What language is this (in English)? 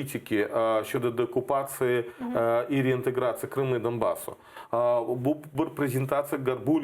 Crimean Tatar